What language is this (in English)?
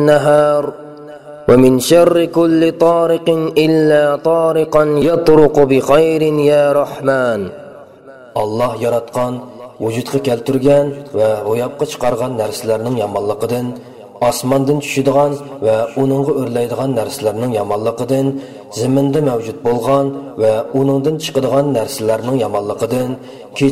Uyghur